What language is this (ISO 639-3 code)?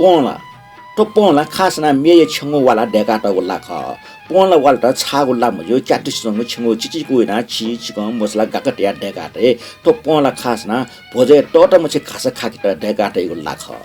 new